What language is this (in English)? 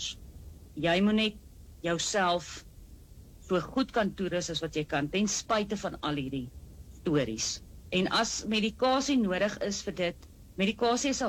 Afrikaans